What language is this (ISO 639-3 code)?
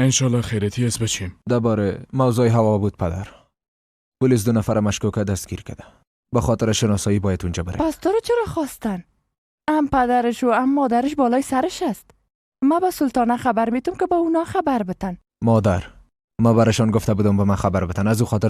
fas